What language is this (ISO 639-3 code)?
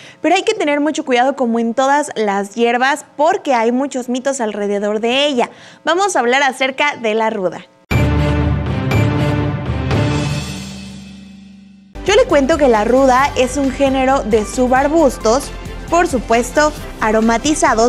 spa